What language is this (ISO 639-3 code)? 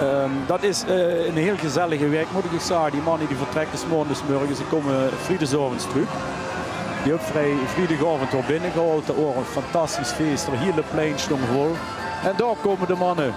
lim